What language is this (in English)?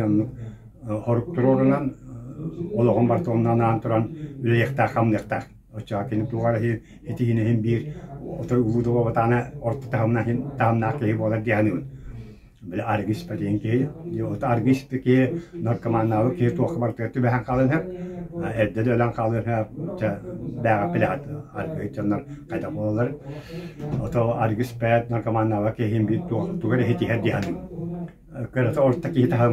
Yakut